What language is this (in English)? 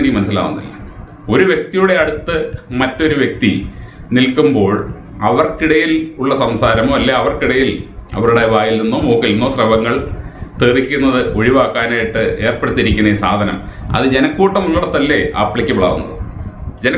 Malayalam